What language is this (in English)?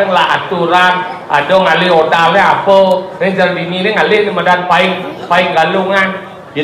Balinese